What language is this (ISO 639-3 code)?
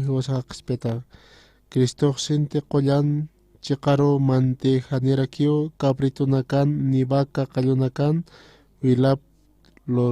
aym